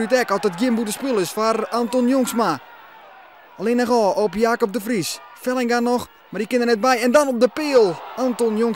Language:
Western Frisian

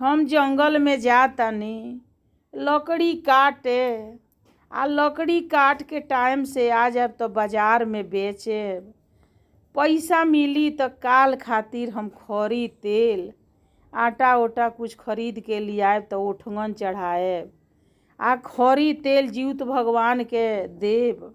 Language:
Bhojpuri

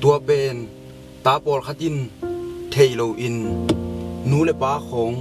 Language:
Tedim Chin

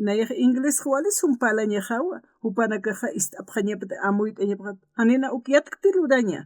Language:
Aymara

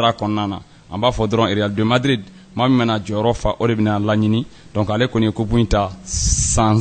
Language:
Bambara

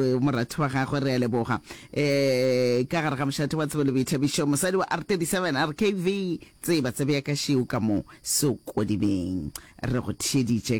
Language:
Northern Sotho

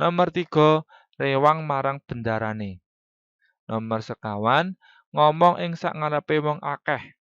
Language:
Javanese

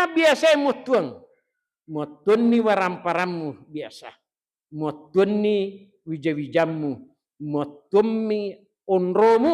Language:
Buginese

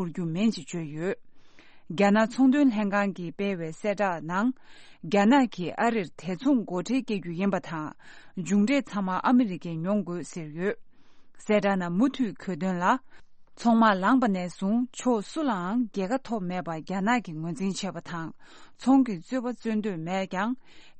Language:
Tibetan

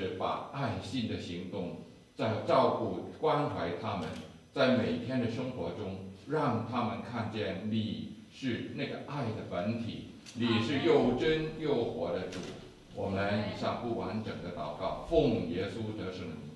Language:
Chinese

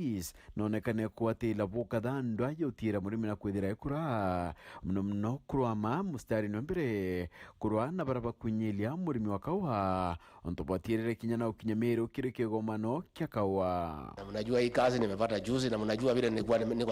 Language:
Meru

